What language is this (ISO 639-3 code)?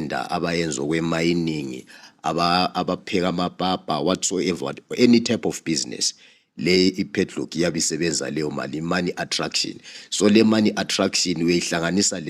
zul